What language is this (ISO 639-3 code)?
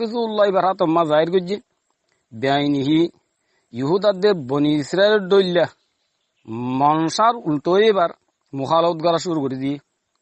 rhg